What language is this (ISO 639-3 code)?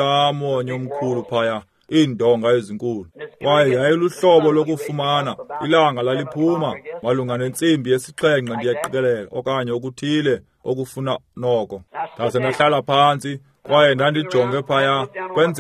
xho